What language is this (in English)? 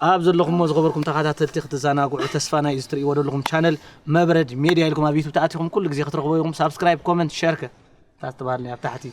Tigrinya